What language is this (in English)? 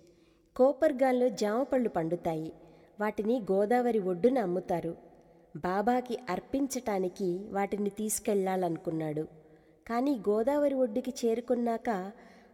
Telugu